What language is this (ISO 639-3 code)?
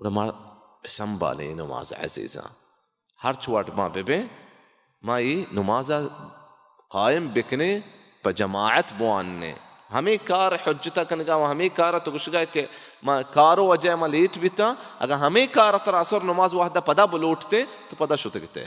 bal